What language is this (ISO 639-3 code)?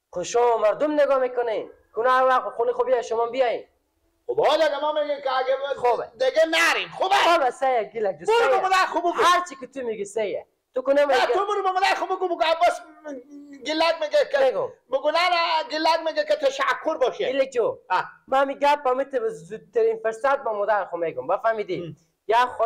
fas